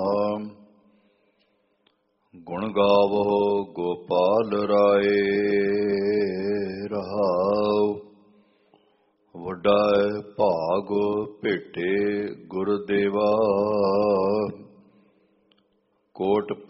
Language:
Punjabi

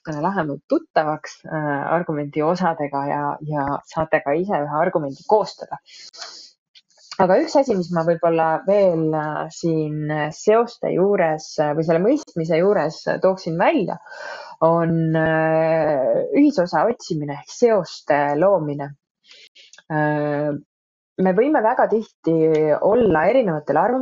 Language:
Estonian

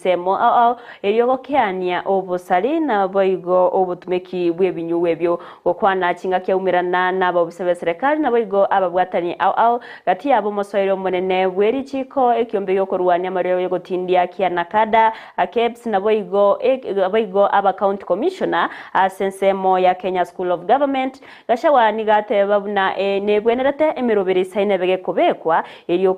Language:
Gusii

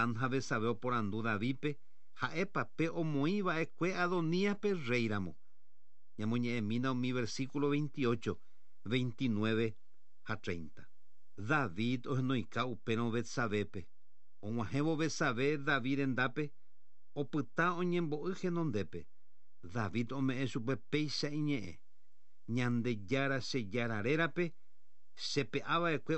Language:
Guarani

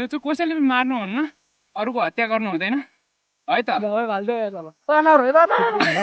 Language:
Nepali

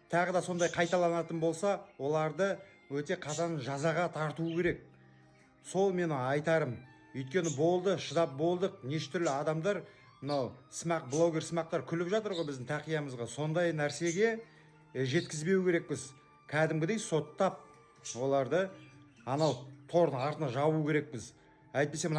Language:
Kazakh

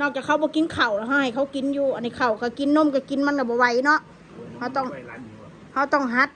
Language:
Northeastern Thai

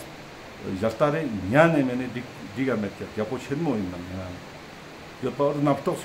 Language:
Ladakhi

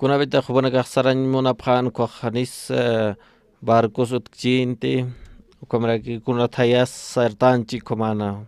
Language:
Aymara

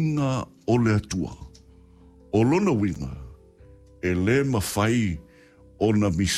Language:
Samoan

